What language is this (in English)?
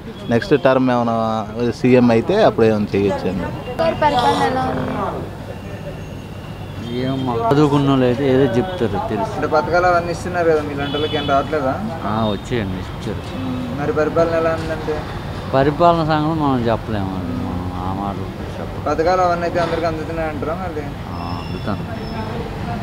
Telugu